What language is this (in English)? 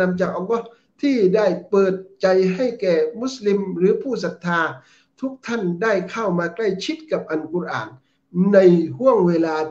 Thai